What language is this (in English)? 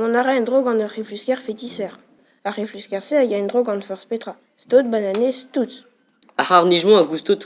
Breton